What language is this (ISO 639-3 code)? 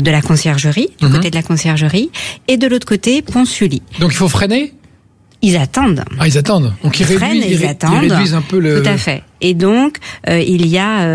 fra